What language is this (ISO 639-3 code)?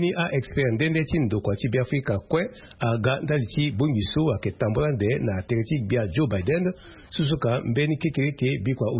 sag